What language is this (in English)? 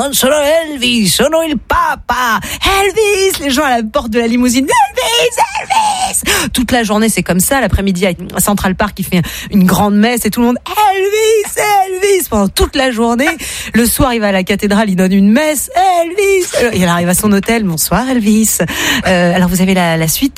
French